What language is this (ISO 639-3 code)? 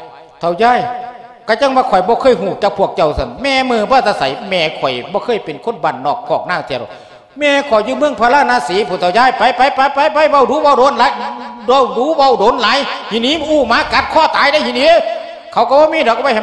lao